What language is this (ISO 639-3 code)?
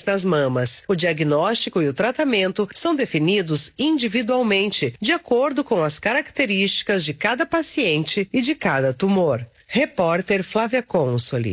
por